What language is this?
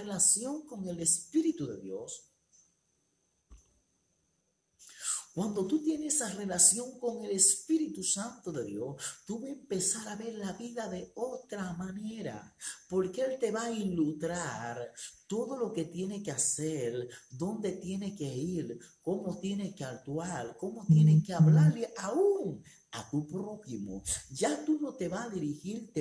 Spanish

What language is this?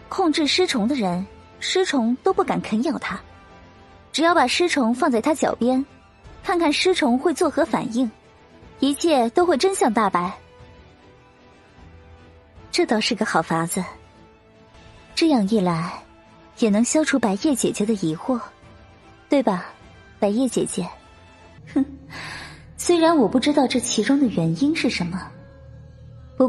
Chinese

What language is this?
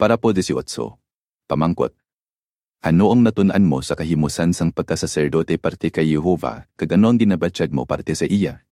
Hiligaynon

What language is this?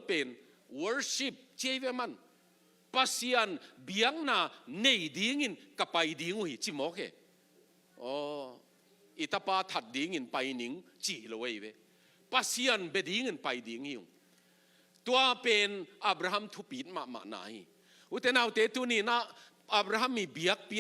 Tedim Chin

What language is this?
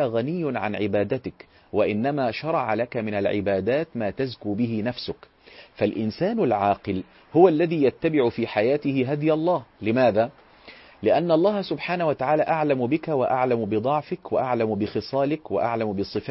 Arabic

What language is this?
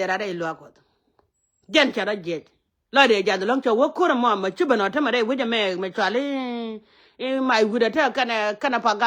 Nuer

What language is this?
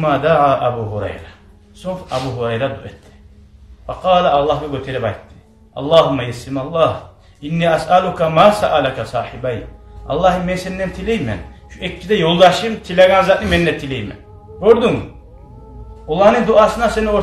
Kumyk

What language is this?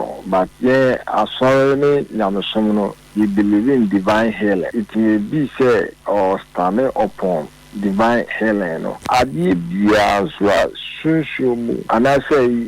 Akan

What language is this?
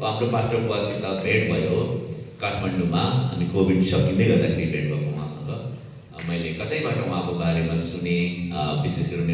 Nepali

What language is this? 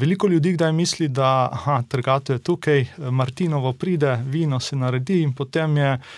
Slovenian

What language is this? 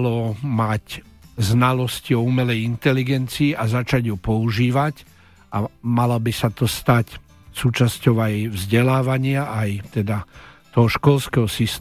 Slovak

